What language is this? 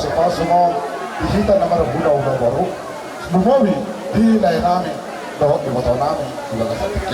Batak Toba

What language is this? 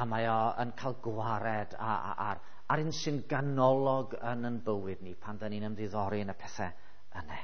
Welsh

